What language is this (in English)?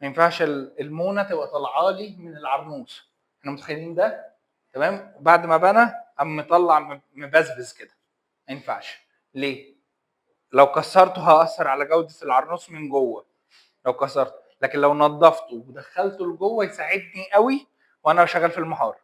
Egyptian Arabic